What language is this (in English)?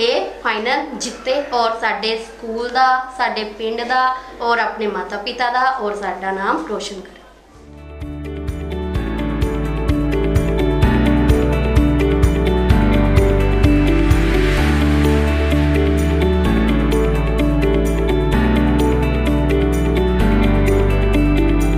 Punjabi